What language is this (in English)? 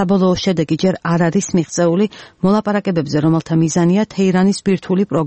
Georgian